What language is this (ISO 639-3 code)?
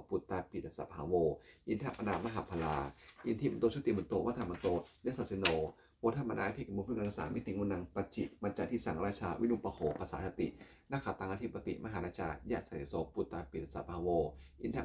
pli